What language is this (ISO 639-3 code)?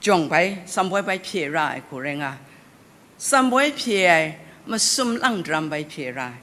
kac